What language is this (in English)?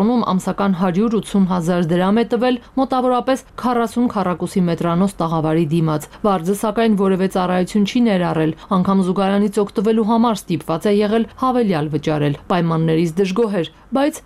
Armenian